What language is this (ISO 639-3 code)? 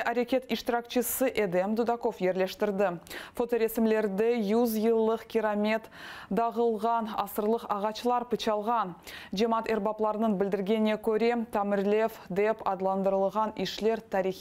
crh